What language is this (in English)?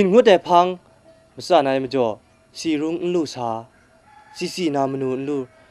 Kachin